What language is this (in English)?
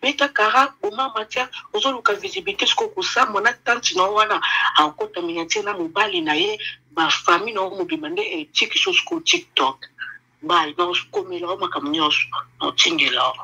Lingala